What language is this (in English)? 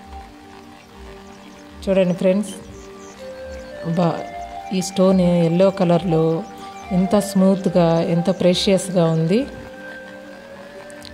Telugu